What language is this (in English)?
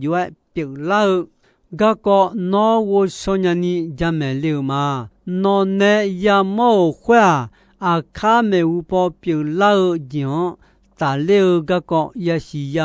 Akha